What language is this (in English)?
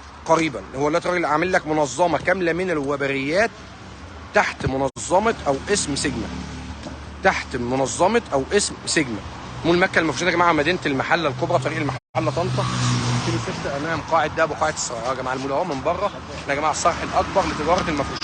Egyptian Arabic